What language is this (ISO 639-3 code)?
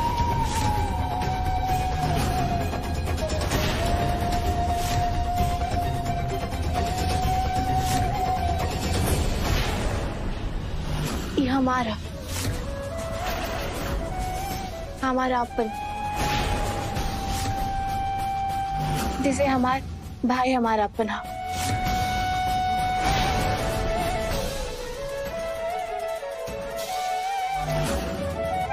bho